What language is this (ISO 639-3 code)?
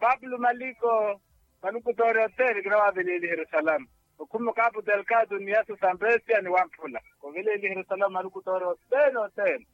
vmw